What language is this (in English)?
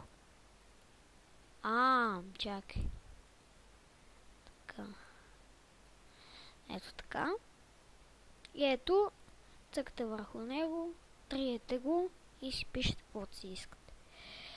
Bulgarian